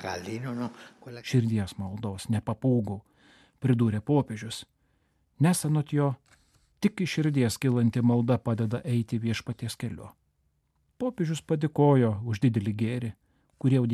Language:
Lithuanian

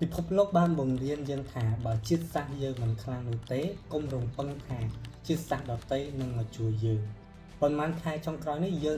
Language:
Khmer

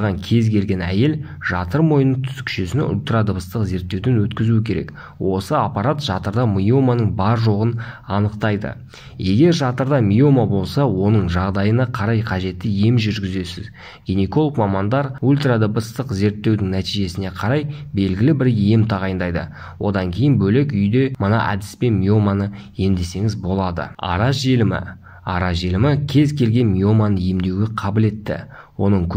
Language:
Kazakh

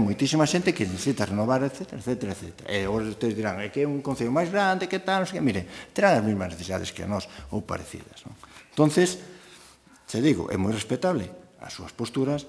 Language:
Galician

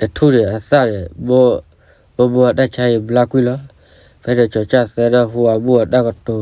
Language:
S'gaw Karen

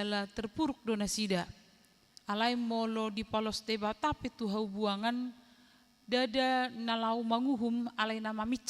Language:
Batak Toba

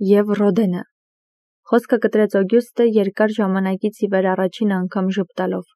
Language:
Armenian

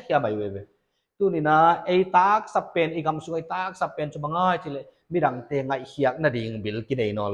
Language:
Paite Chin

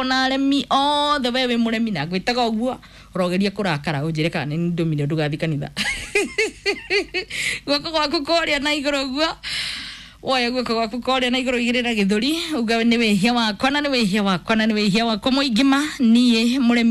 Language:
Kikuyu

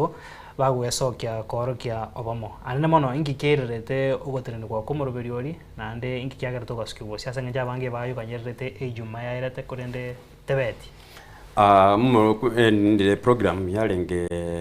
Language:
Gusii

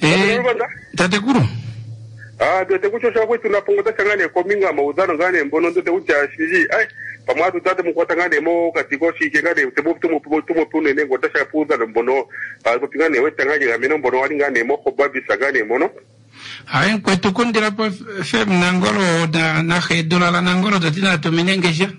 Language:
Kuanyama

